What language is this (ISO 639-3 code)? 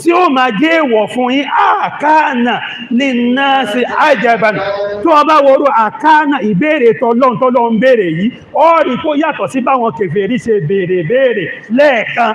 yor